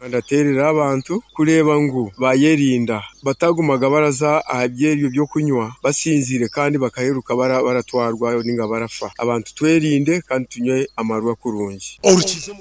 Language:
Nyoro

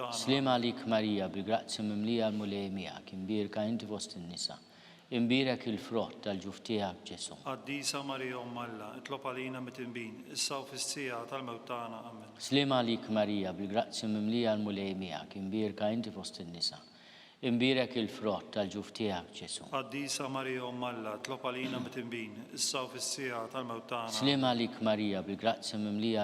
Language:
Maltese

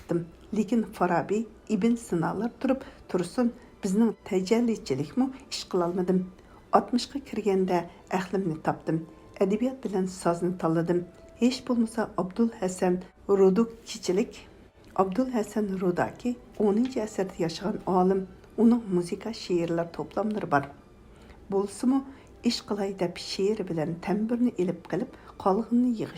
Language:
Uyghur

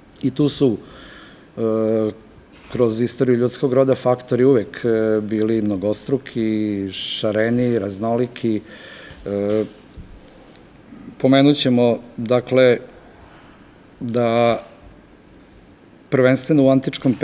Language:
Serbian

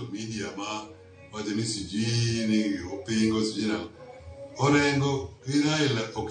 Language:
Luo (Kenya and Tanzania)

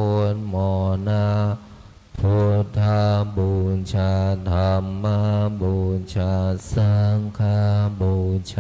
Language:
Pali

